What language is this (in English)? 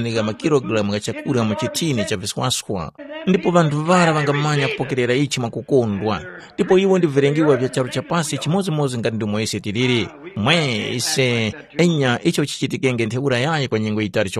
Tumbuka